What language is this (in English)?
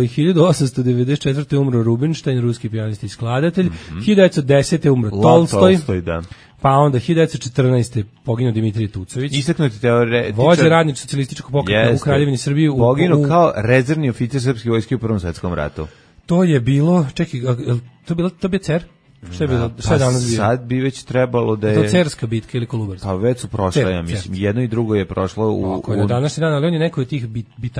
Serbian